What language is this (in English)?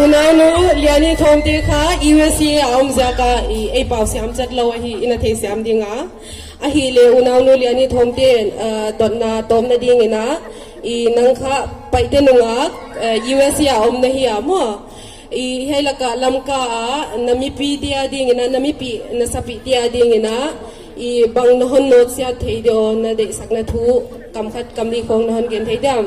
Paite Chin